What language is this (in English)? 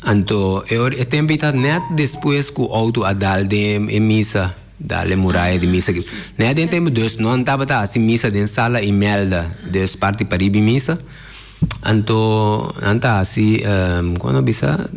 Papiamento